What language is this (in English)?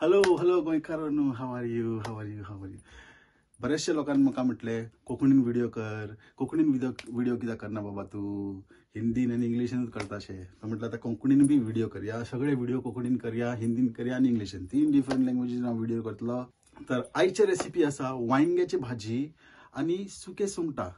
Konkani